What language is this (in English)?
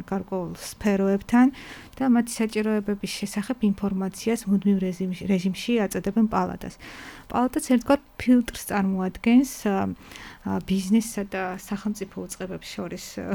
Georgian